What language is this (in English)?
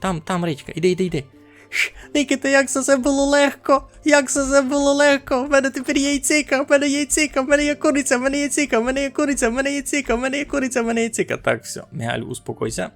Rusyn